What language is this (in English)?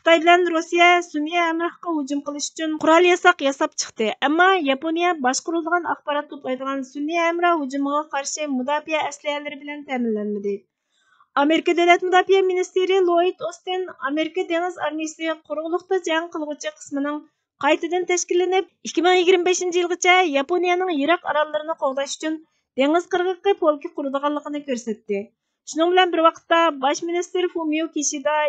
Uyghur